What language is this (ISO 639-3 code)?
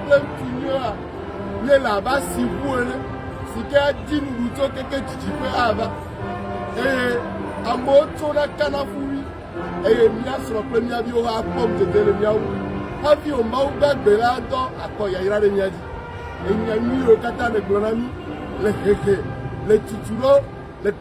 ewe